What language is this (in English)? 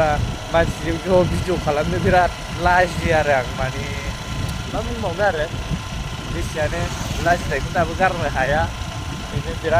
Bodo